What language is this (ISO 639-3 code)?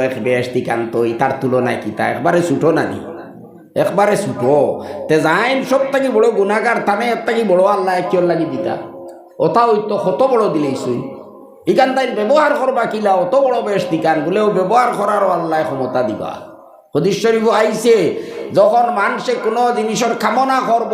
syl